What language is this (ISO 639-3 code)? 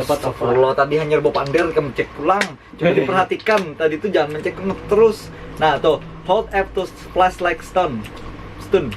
bjn